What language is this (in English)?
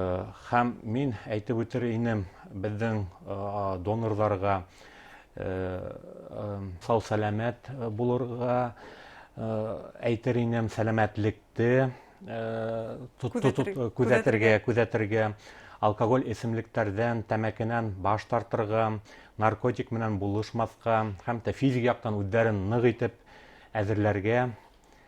Bashkir